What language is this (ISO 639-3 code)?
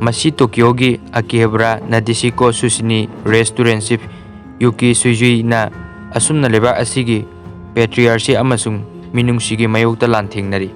mni